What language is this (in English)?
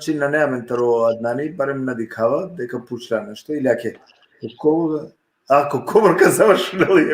Balkan Romani